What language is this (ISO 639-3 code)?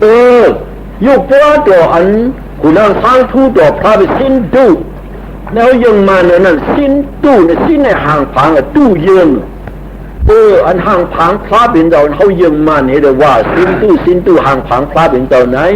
shn